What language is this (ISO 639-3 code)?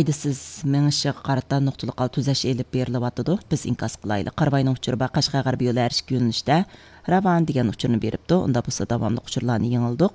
uig